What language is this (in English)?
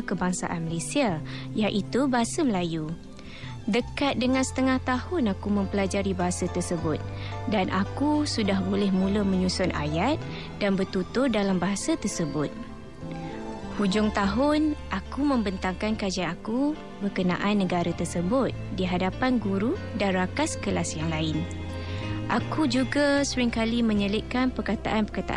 Malay